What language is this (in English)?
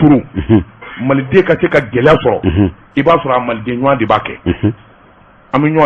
Bambara